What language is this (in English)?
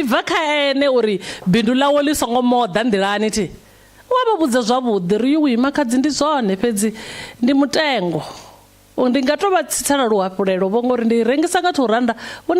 Venda